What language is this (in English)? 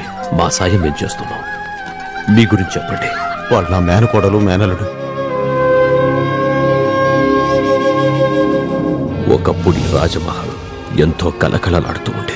Telugu